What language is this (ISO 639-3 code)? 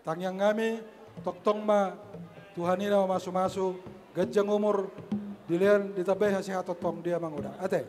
bbc